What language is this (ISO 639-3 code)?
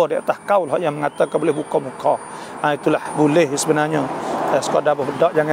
msa